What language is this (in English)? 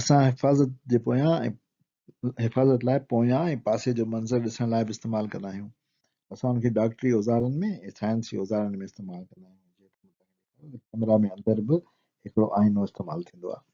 Sindhi